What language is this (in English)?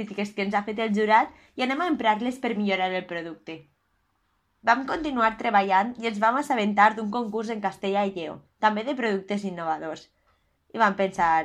Catalan